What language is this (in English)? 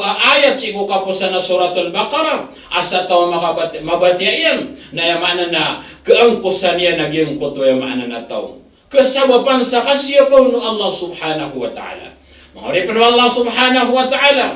Maranao